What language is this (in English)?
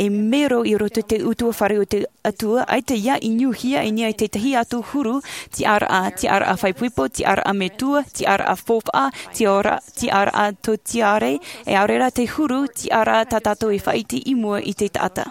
Tahitian